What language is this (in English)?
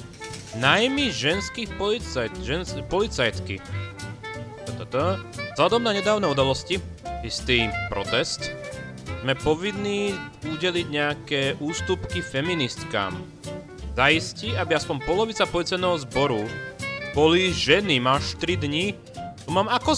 Slovak